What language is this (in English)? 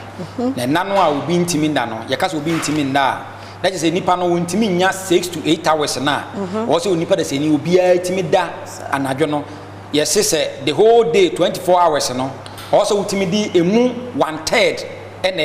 Akan